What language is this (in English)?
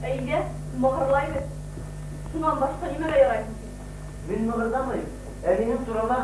Bashkir